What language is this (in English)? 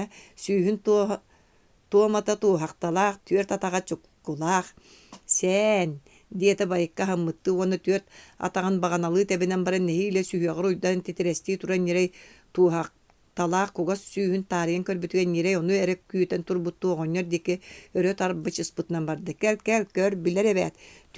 Yakut